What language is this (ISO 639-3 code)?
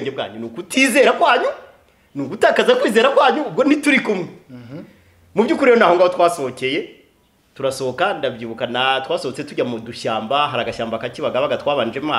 kin